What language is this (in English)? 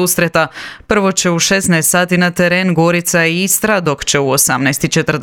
Croatian